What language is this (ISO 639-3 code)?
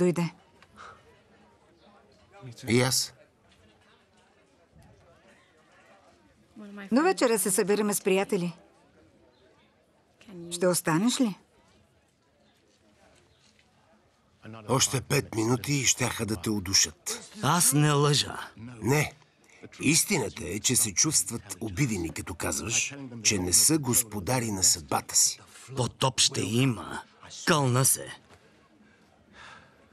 bul